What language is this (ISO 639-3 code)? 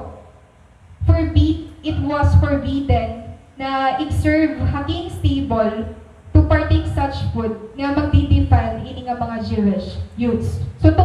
war